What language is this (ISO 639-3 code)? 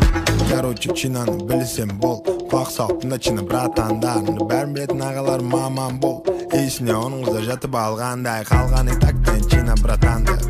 kaa